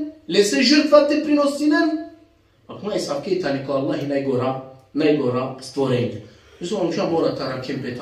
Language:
Balkan Romani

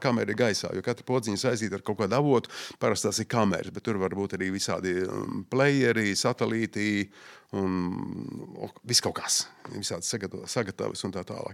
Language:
Latvian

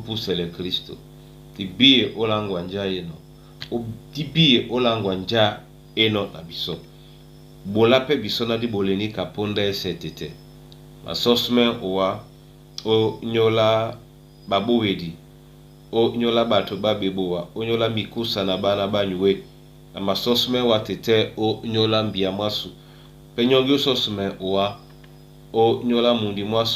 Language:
Duala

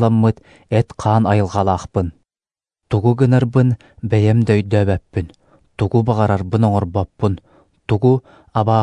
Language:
Yakut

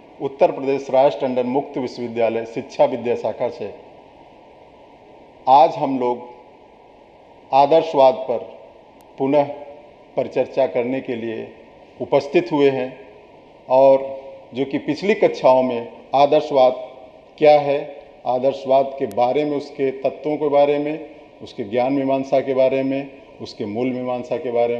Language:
Hindi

